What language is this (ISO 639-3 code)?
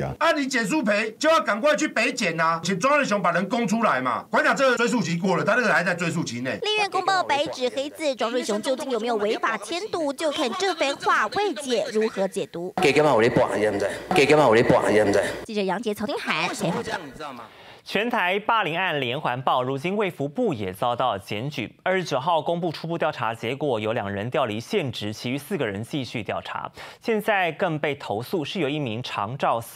zho